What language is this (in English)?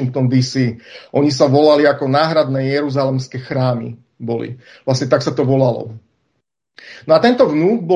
Slovak